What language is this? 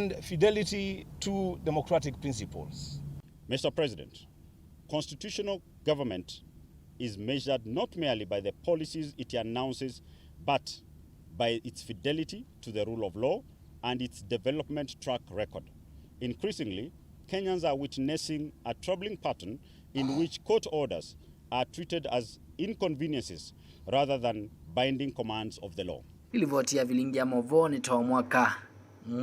Kamba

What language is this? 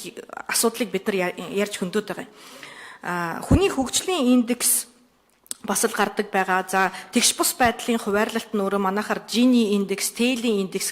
Mongolian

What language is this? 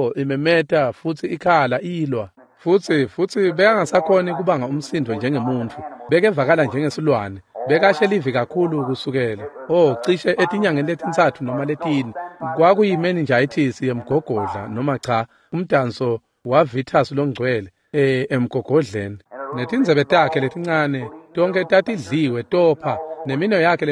Swati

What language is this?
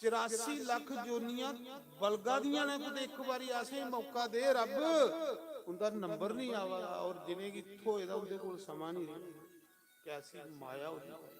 Dogri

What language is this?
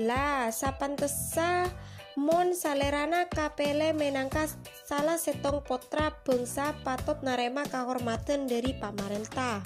Madurese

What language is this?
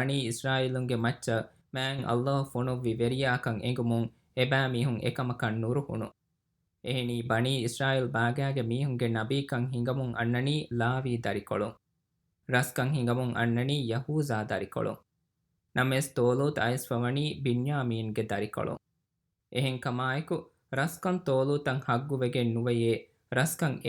Divehi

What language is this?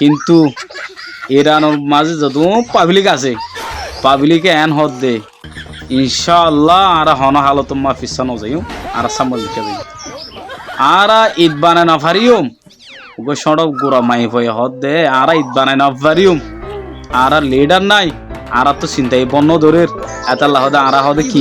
Rohingya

